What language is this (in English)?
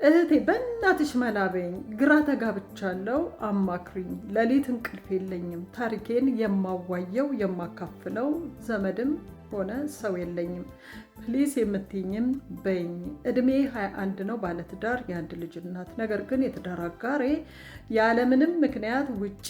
Amharic